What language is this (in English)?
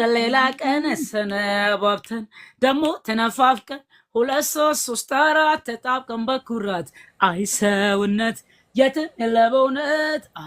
Amharic